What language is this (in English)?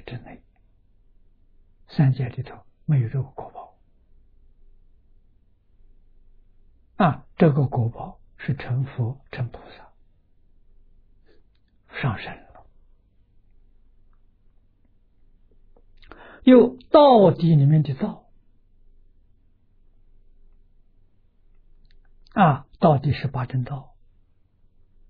Chinese